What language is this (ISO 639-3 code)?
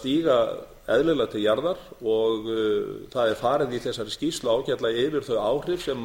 isl